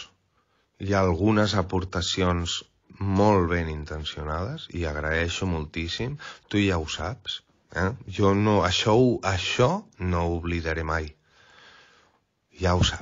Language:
Catalan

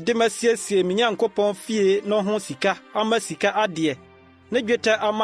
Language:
Akan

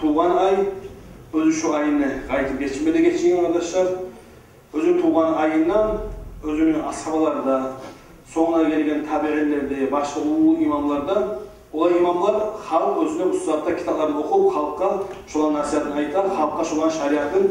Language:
Kumyk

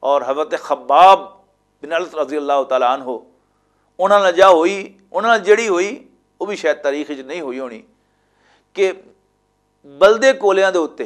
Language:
Western Panjabi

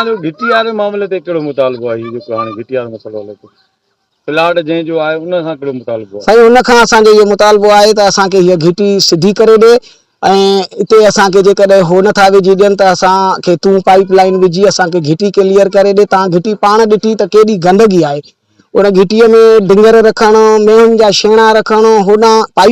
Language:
Sindhi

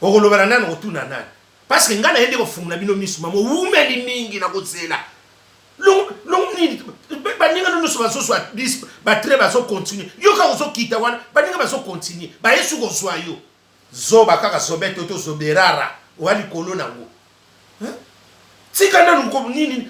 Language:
Lingala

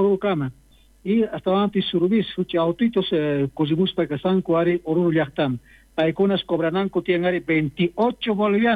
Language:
South Bolivian Quechua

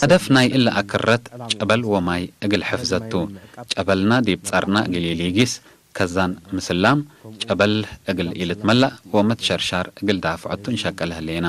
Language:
Tigre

